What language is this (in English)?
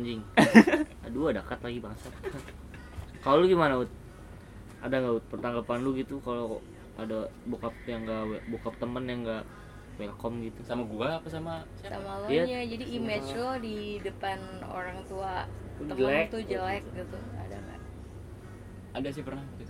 Indonesian